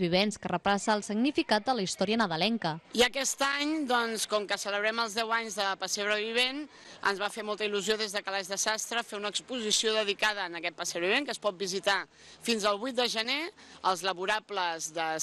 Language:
Catalan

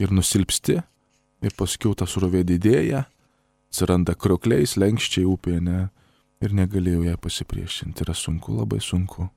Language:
Lithuanian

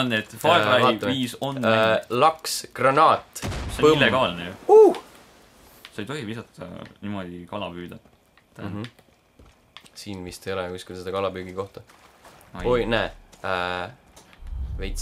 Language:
Estonian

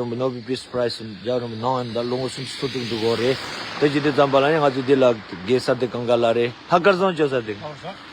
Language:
Tibetan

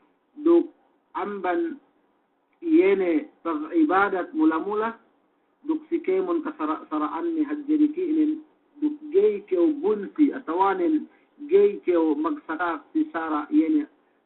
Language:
Yakan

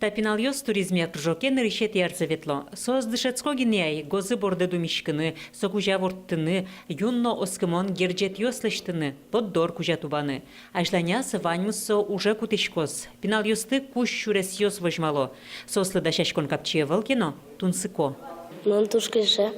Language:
Udmurt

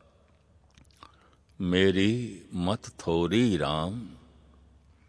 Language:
Punjabi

